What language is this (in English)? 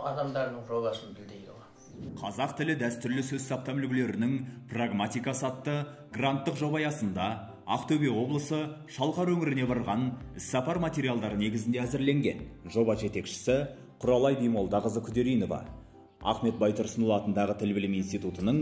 Kazakh